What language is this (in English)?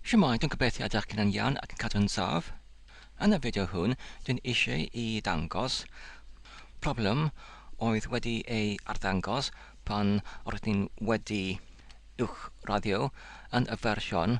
Welsh